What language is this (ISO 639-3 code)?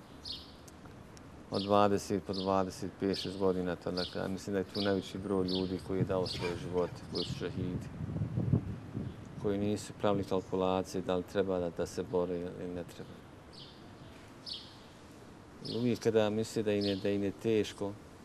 bos